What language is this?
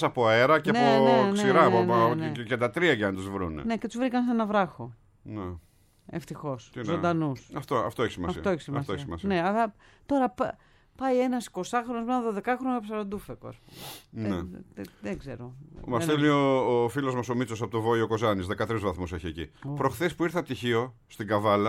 Greek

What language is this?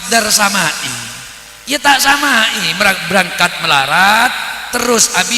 Madurese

